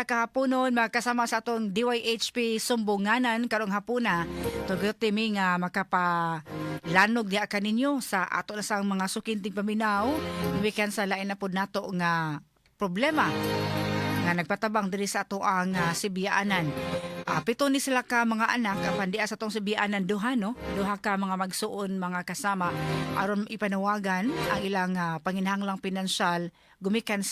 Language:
Cebuano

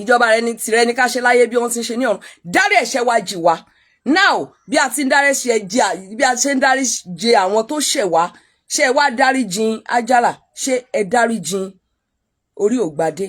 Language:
Yoruba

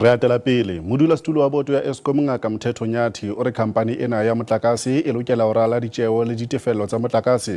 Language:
Southern Sotho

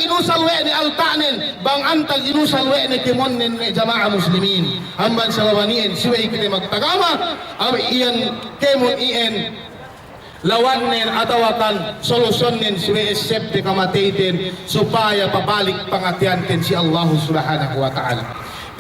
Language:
Yakan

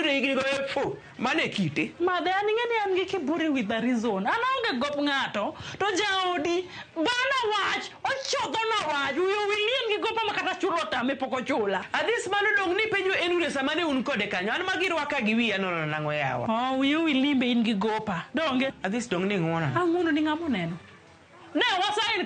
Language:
Luo (Kenya and Tanzania)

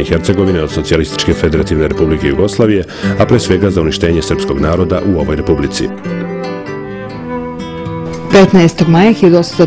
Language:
Serbian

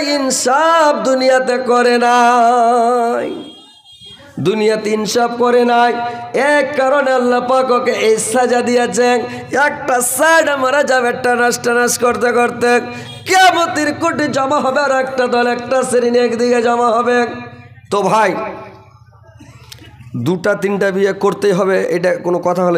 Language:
Bangla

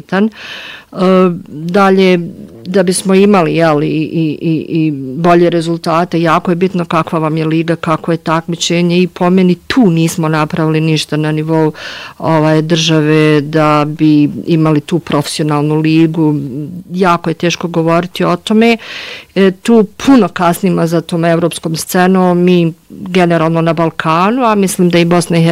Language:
Bosnian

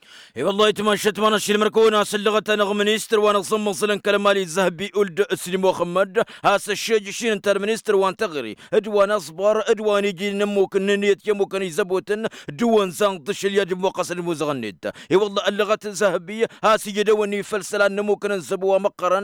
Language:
Tamasheq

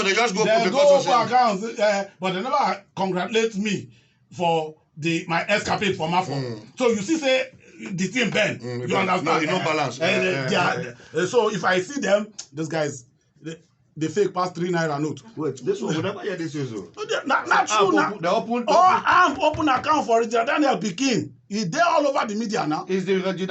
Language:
Nigerian Pidgin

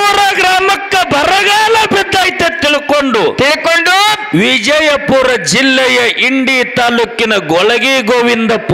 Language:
Kannada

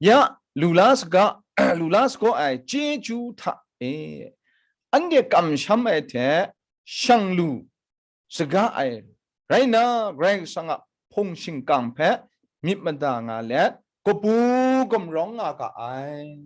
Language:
Kachin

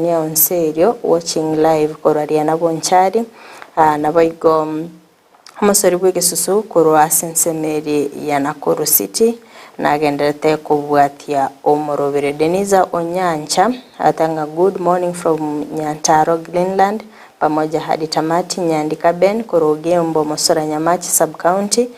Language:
Gusii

